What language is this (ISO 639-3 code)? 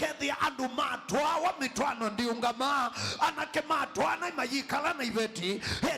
kam